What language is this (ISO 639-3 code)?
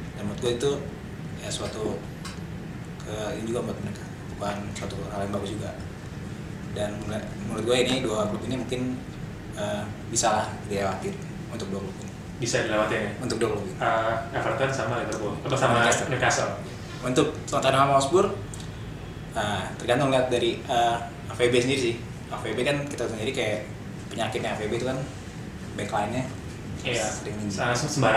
ind